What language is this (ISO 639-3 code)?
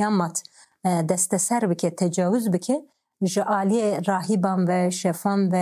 kur